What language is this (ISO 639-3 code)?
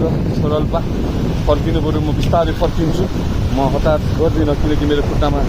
nep